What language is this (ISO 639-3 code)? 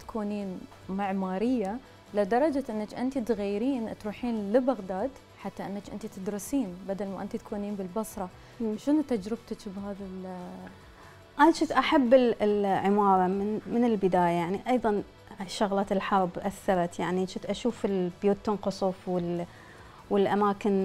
acm